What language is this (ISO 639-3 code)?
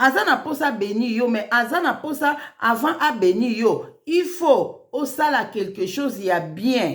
lin